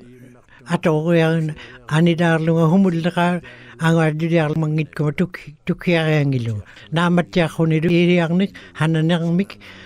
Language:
Western Canadian Inuktitut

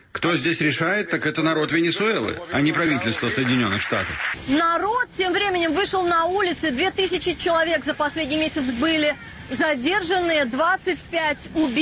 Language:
Russian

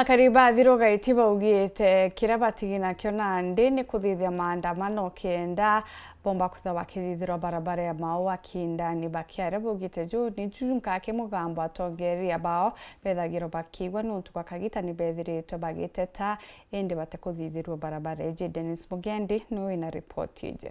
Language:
Meru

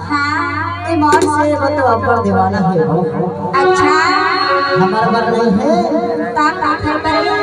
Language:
Chhattisgarhi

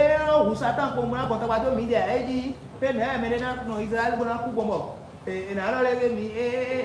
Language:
Fon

